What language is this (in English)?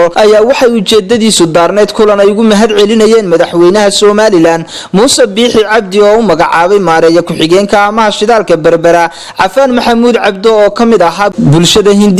Somali